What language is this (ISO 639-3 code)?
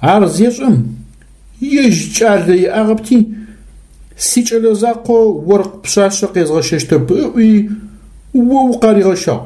ady